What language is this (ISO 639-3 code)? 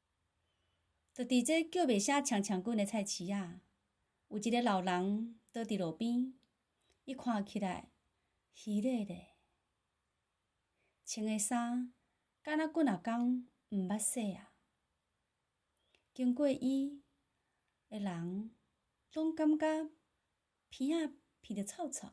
nan